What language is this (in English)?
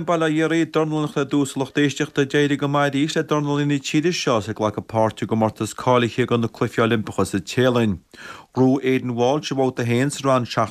Irish